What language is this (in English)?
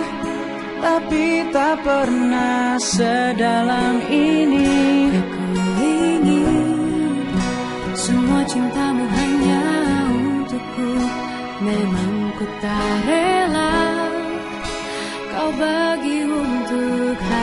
Indonesian